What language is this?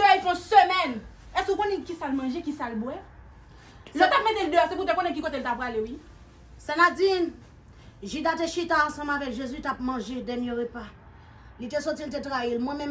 Haitian Creole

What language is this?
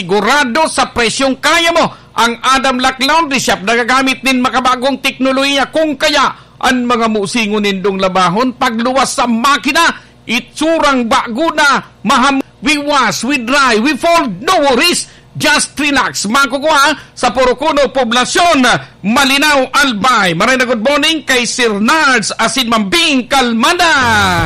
Bikol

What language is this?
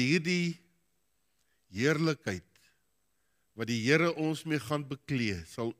Afrikaans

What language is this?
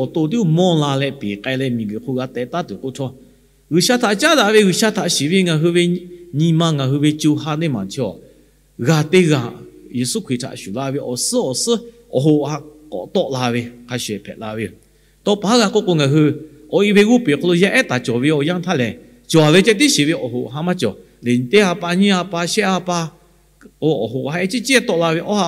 Lahu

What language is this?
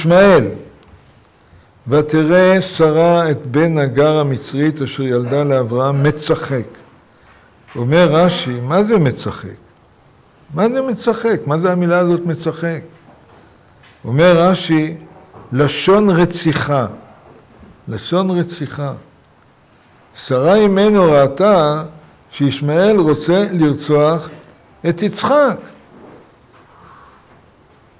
Hebrew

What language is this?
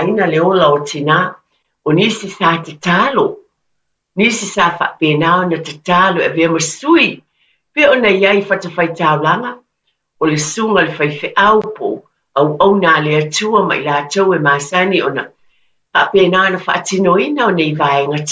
Samoan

